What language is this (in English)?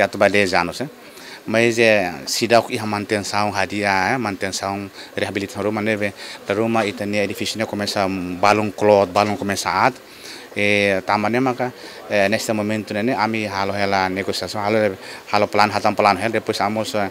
Tetum